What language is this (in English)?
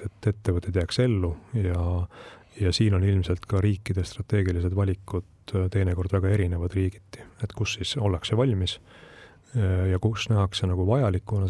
Estonian